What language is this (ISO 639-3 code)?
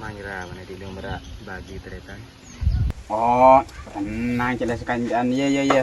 mad